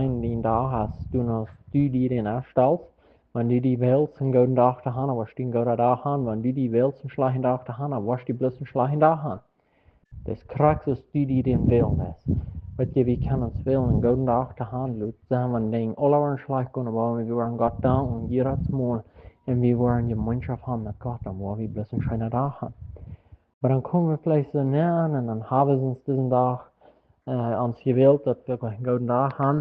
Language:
Plautdietsch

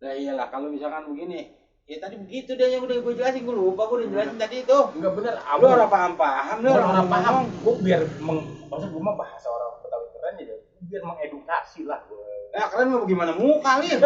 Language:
Betawi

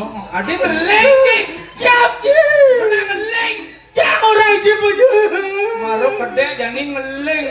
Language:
Balinese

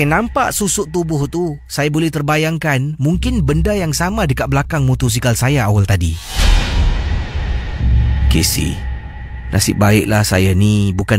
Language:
Malay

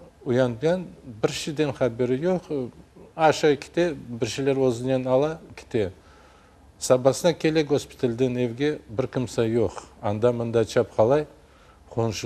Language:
Crimean Tatar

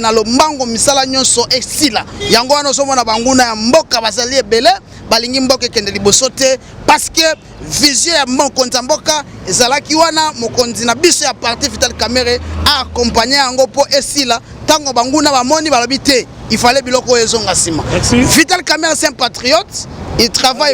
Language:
Lingala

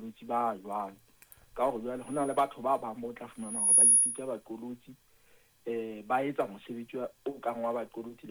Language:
Southern Sotho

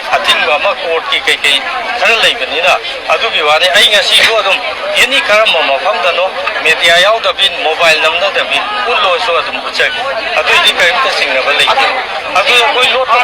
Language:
Manipuri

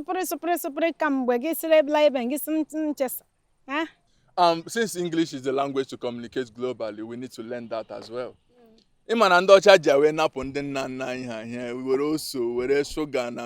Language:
Igbo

